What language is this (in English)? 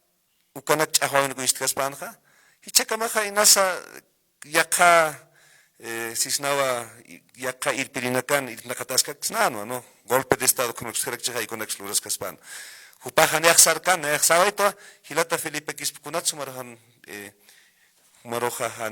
Aymara